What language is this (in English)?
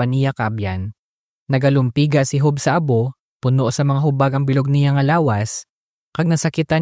Hiligaynon